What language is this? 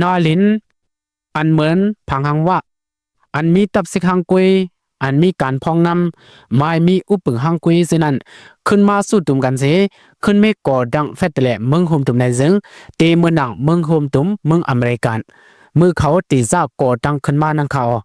Shan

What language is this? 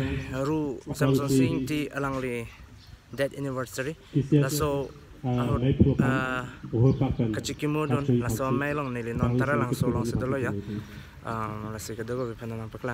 Karbi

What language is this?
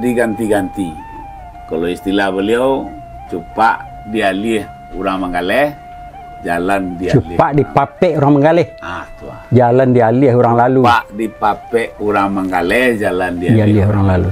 Minangkabau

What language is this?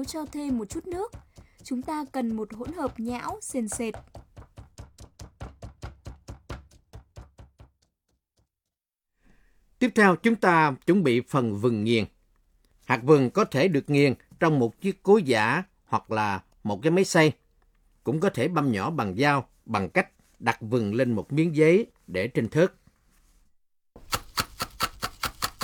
Vietnamese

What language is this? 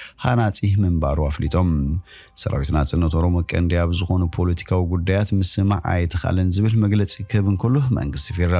Tigrinya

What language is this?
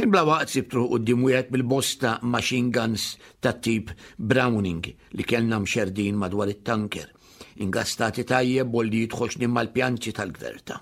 Maltese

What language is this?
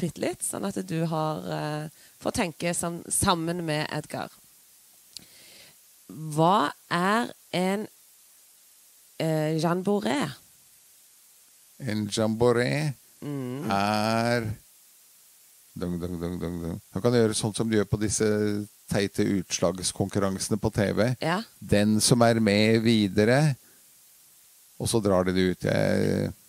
Norwegian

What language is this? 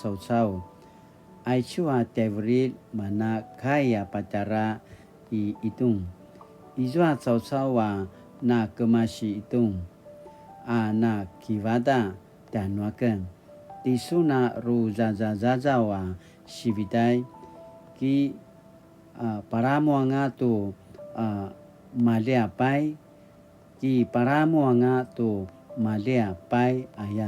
Paiwan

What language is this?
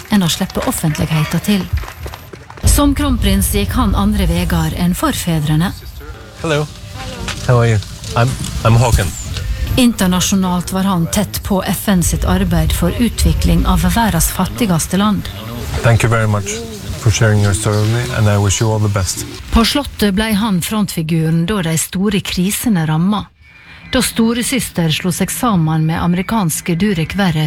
Norwegian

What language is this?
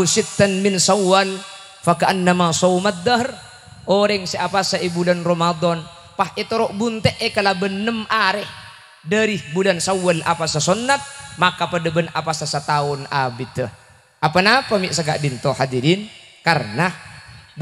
Madurese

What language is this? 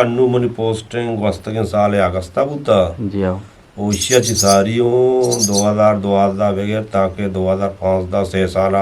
Eastern Balochi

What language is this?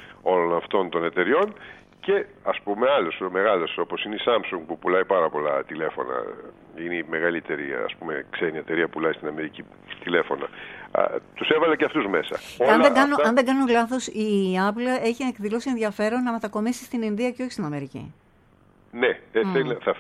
Greek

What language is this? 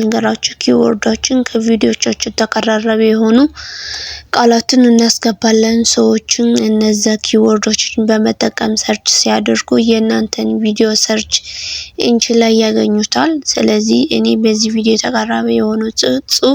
Amharic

